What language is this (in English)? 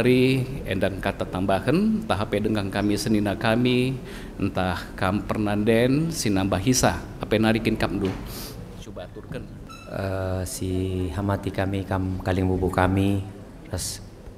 Batak Karo